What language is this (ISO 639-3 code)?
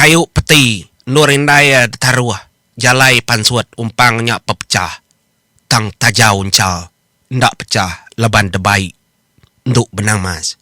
iba